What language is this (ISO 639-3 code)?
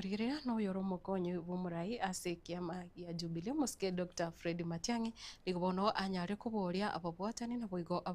guz